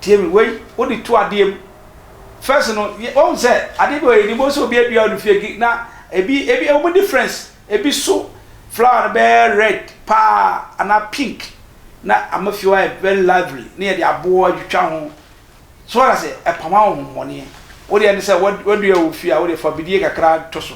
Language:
Akan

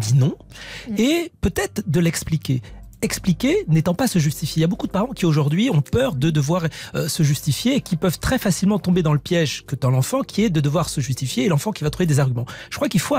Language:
French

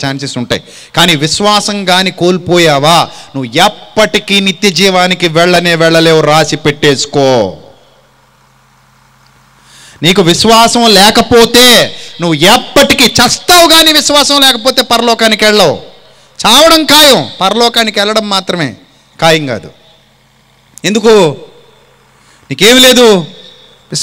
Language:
Telugu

